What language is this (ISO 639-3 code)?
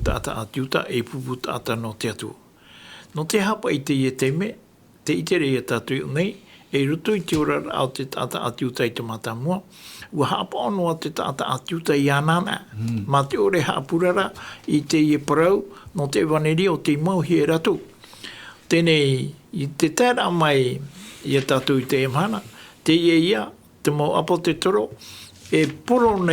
tah